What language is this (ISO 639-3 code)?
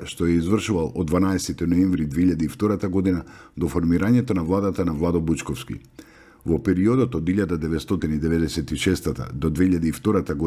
mkd